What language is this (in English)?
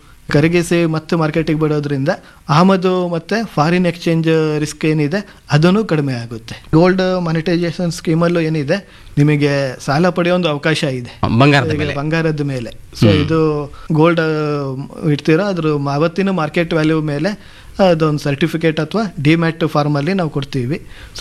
Kannada